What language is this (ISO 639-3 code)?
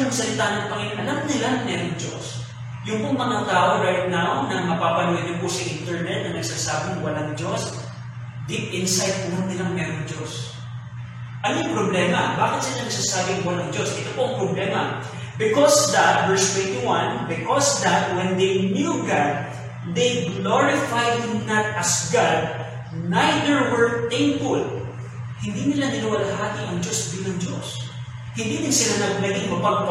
fil